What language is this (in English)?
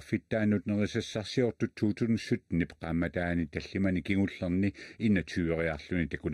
Kalaallisut